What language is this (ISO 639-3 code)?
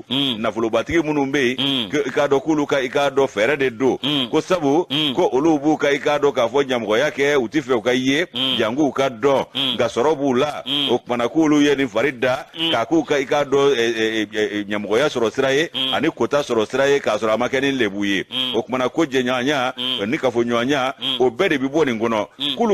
bam